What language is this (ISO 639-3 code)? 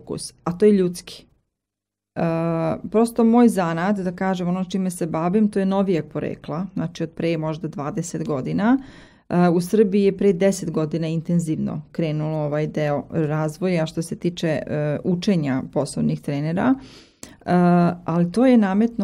srp